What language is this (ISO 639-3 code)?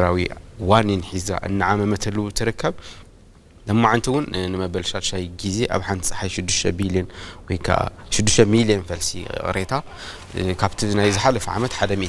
tir